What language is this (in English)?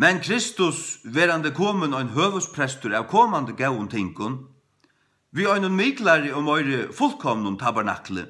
Faroese